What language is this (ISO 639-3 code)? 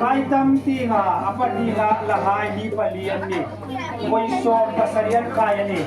hmr